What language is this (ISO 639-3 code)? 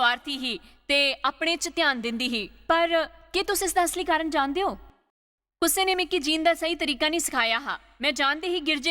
doi